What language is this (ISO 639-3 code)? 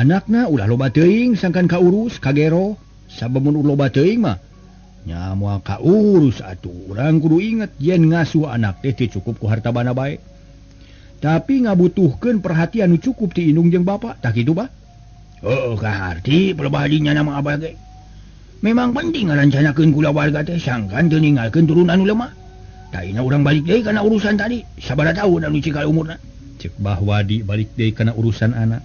sun